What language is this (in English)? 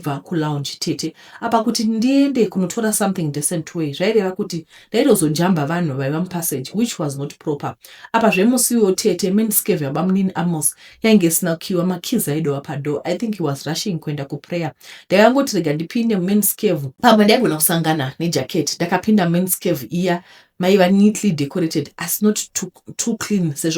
Shona